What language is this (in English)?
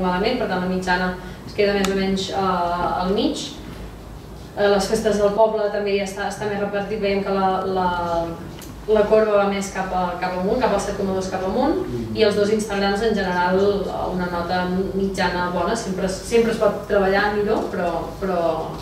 Catalan